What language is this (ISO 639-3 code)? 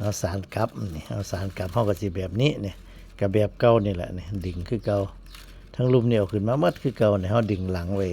tts